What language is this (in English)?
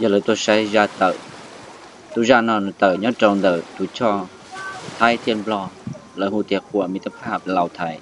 Hmong